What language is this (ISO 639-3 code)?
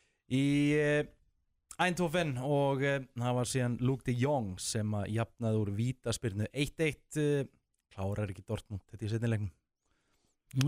isl